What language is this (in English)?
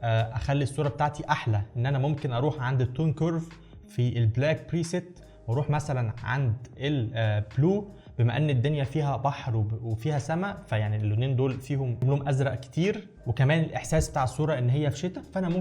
Egyptian Arabic